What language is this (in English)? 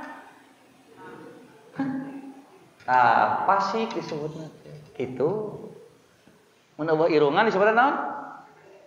Sundanese